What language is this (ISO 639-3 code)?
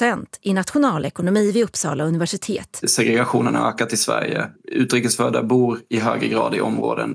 swe